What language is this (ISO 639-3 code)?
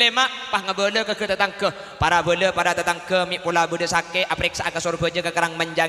mad